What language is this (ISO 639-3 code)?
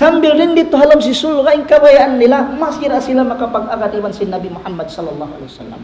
tsg